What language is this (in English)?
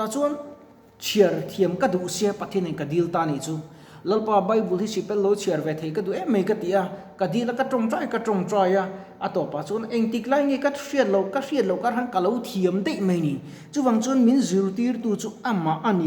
Mizo